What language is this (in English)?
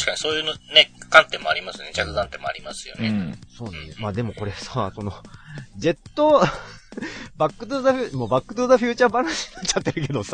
Japanese